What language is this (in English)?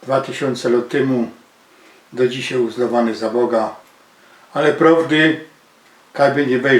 Silesian